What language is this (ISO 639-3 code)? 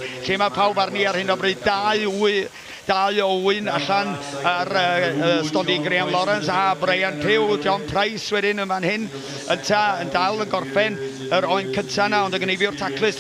cym